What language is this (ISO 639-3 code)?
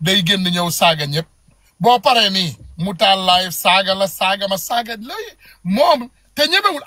wol